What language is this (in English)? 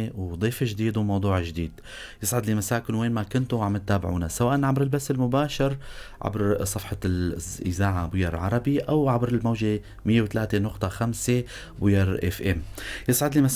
North Levantine Arabic